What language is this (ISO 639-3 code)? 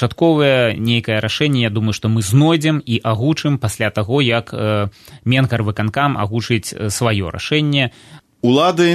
bel